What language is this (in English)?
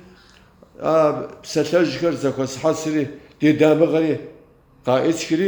Kabardian